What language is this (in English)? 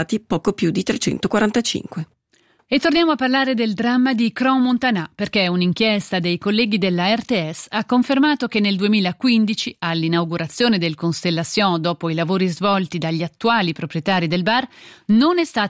Italian